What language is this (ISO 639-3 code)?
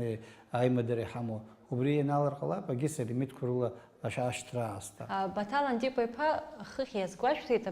abk